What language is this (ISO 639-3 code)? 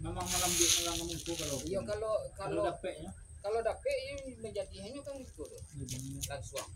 min